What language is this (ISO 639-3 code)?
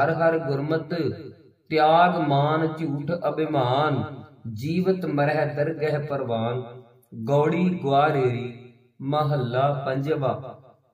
pan